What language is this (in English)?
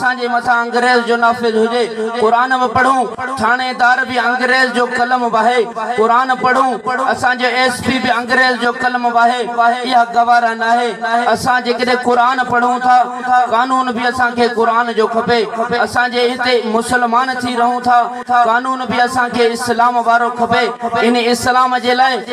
Sindhi